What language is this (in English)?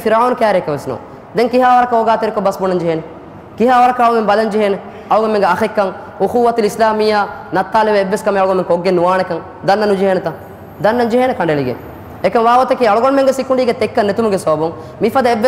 Divehi